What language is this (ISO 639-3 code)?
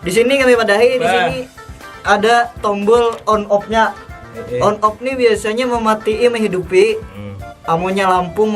bjn